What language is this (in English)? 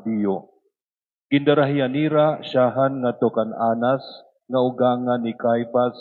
Waray